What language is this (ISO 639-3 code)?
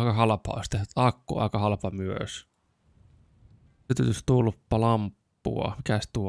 fin